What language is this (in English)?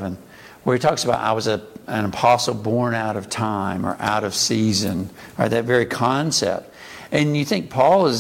English